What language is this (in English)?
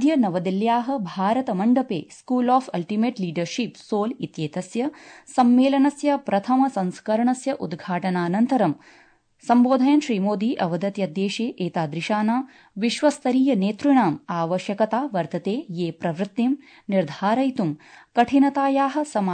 Sanskrit